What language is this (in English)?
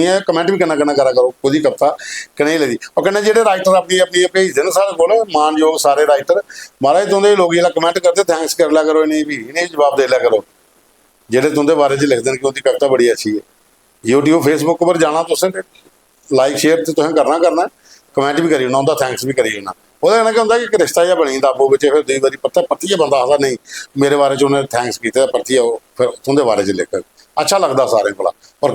Dogri